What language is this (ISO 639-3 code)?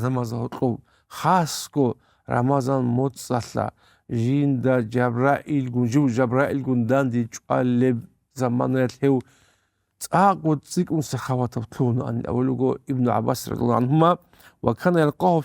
ava